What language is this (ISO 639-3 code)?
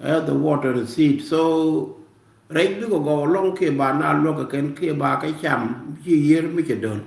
nus